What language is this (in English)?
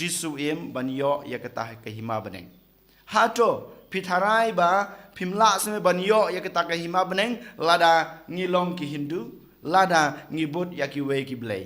Khasi